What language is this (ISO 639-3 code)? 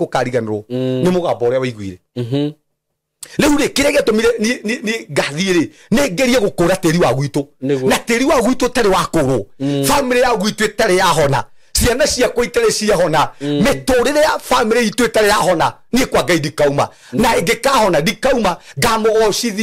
kik